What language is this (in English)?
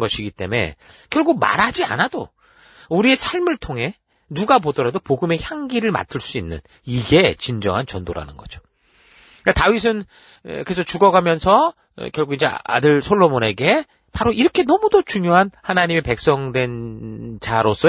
Korean